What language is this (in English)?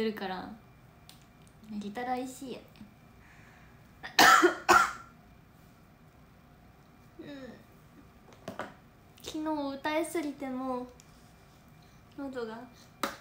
Japanese